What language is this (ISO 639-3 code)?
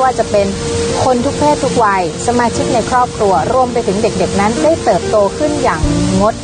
tha